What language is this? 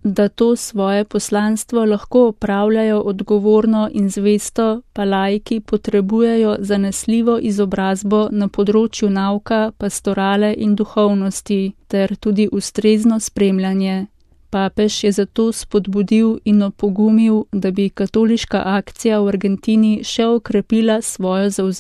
Slovenian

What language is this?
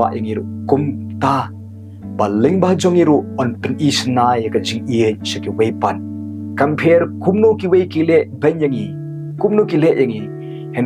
Khasi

